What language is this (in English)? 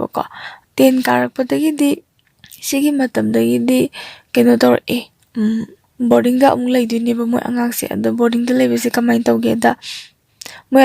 Manipuri